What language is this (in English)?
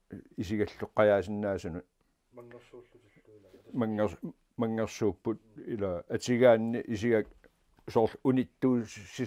Kalaallisut